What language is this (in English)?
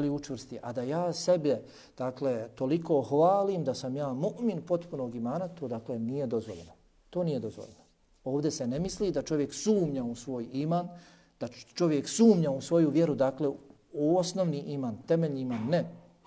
Bosnian